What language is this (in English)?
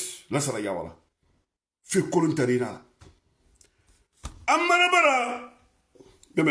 French